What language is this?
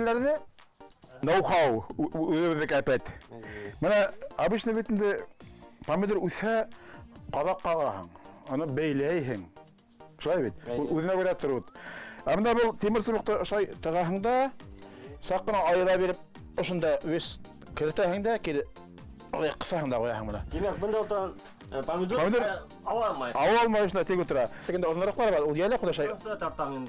Bashkir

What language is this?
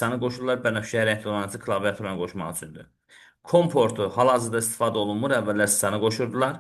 Azerbaijani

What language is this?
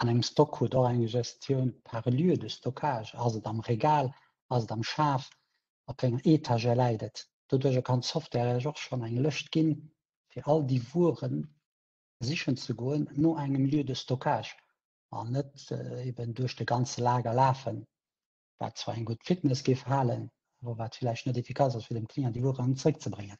Luxembourgish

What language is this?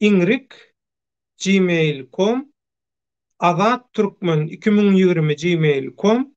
Turkmen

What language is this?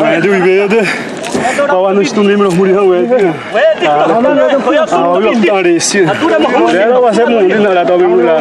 Xavánte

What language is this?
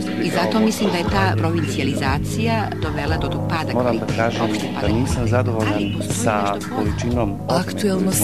Bosnian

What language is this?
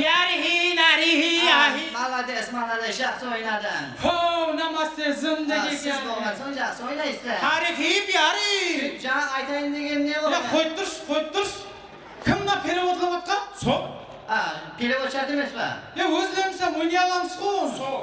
Kara-Kalpak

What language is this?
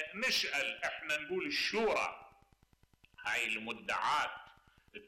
Mesopotamian Arabic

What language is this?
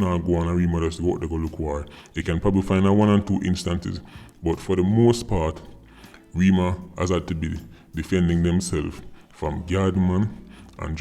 Jamaican Creole English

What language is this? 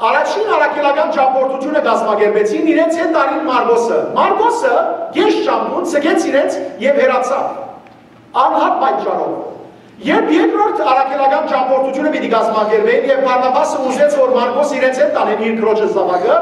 Western Armenian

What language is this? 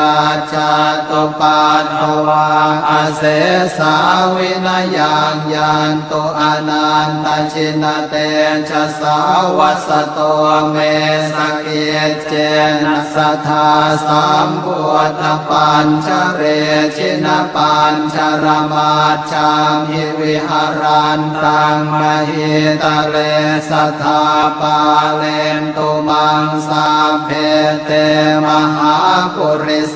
Pali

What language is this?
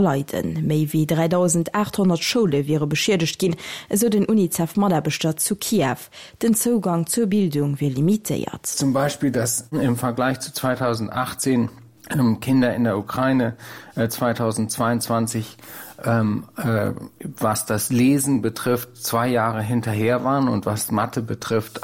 Luxembourgish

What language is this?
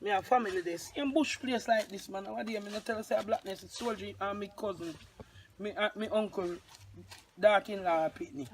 Jamaican Creole English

